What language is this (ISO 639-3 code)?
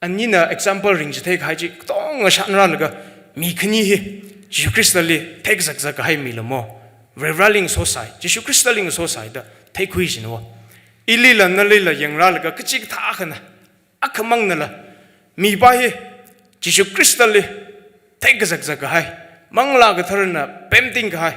nmf